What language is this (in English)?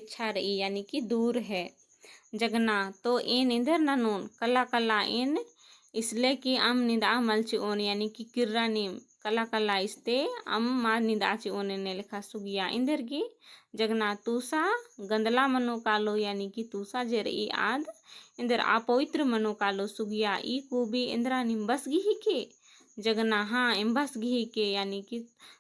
Kurukh